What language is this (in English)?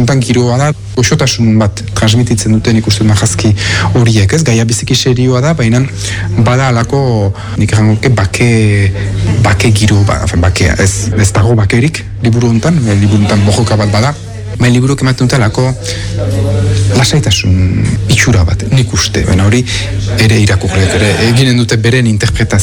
Basque